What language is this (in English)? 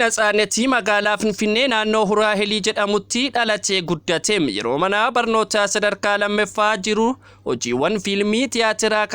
Oromo